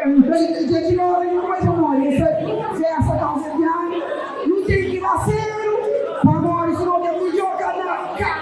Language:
Kabuverdianu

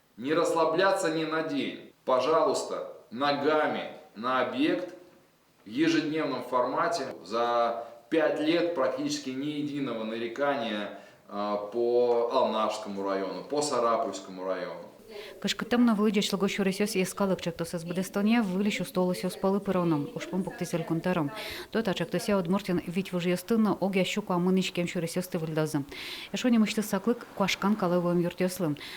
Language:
Udmurt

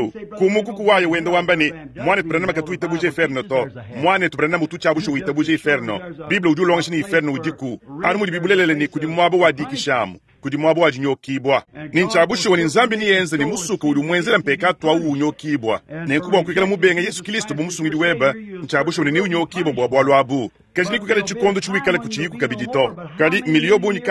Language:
Luba-Lulua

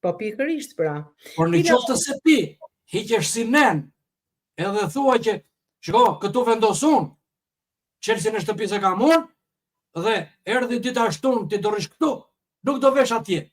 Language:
Albanian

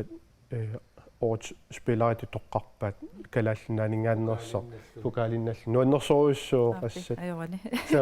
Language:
Kalaallisut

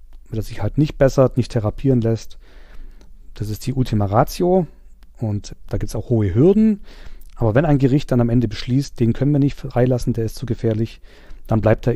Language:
German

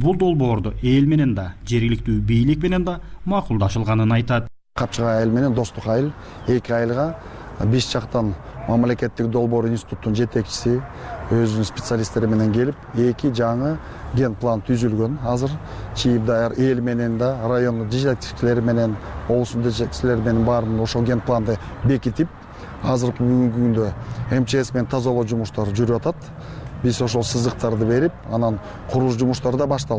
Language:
Kyrgyz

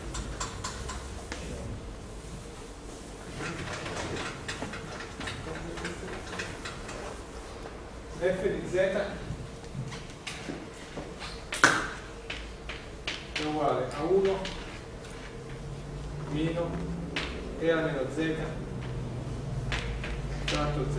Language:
Italian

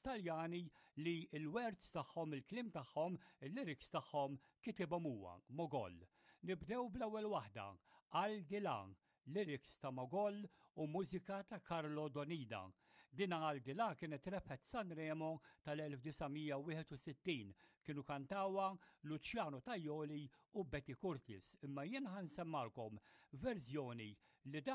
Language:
Maltese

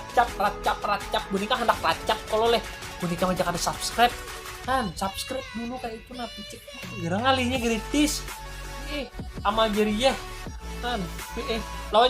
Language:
Banjar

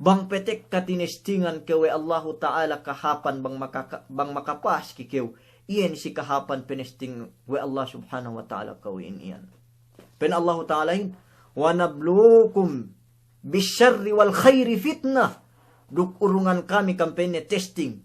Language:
Yakan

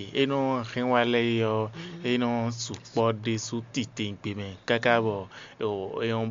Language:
Fon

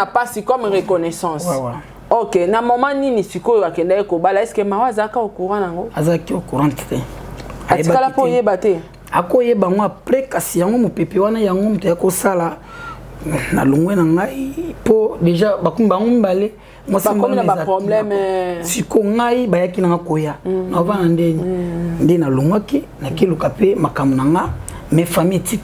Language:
Lingala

